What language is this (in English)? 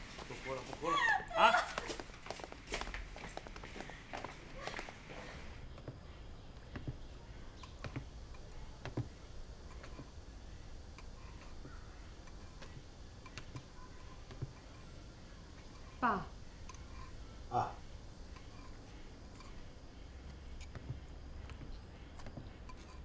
Chinese